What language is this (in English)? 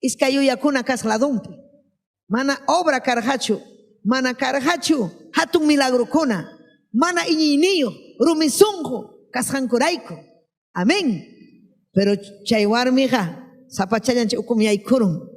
Ayacucho Quechua